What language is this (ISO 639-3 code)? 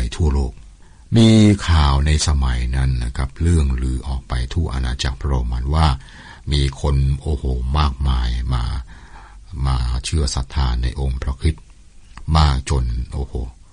tha